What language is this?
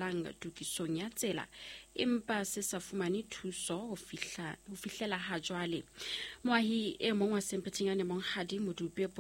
Southern Sotho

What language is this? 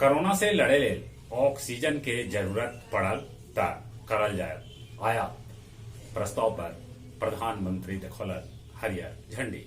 Magahi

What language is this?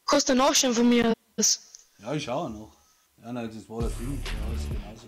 Bavarian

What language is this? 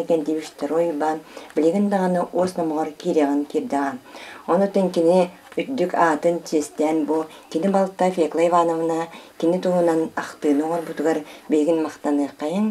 Yakut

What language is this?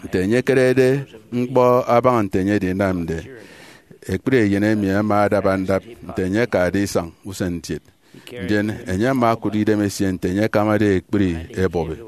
Efik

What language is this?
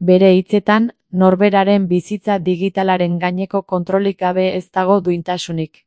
Basque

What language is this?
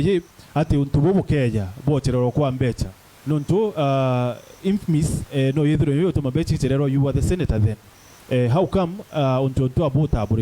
Meru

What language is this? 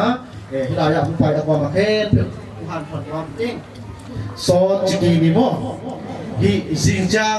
Tedim Chin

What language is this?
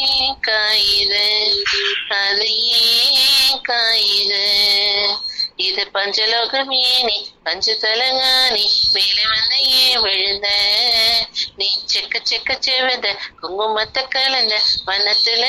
Tamil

